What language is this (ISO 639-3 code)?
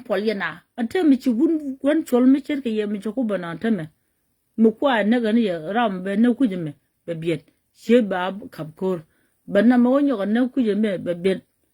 nus